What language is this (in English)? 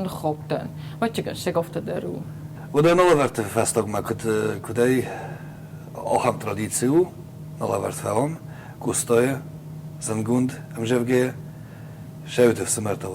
Ossetic